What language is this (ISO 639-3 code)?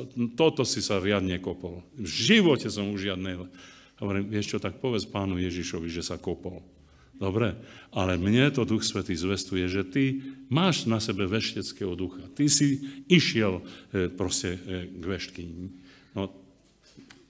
slk